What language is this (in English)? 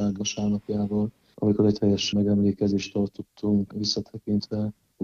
Hungarian